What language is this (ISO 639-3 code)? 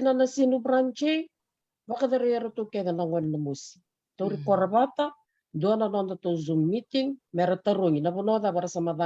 fij